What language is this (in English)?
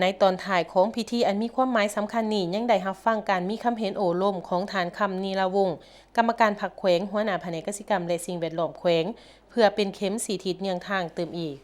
Lao